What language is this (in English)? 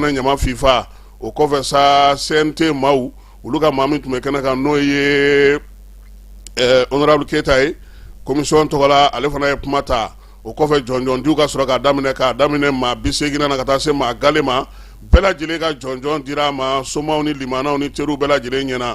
Bambara